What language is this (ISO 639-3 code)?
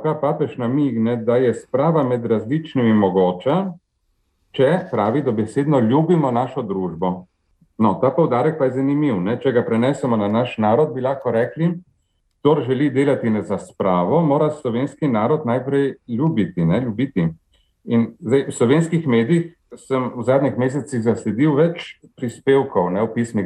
slv